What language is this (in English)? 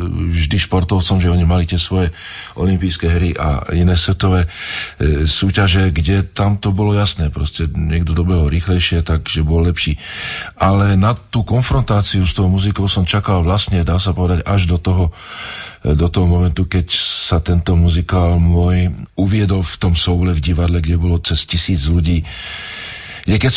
Slovak